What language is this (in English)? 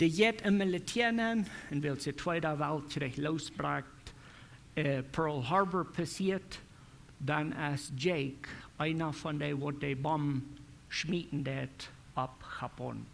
Plautdietsch